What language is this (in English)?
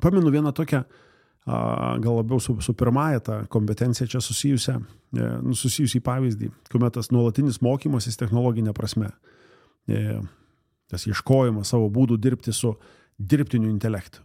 Lithuanian